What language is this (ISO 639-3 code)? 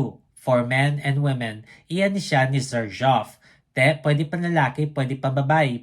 hil